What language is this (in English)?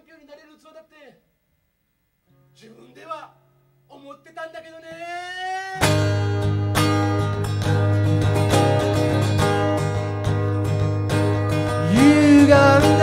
Japanese